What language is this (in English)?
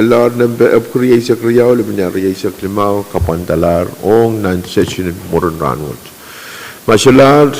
Pohnpeian